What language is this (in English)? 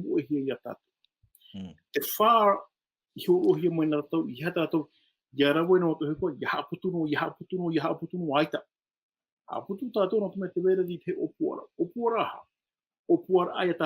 Tahitian